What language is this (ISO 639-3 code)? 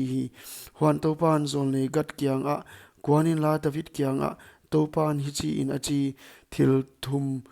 pck